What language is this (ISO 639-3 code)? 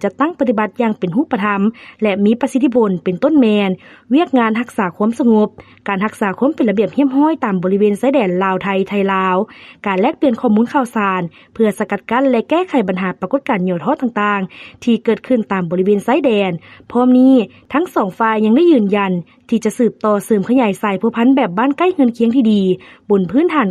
lao